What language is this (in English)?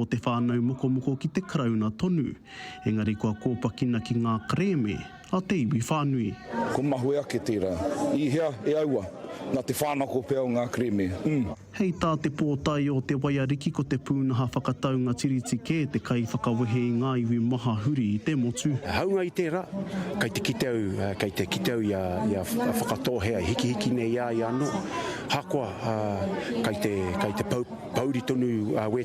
Māori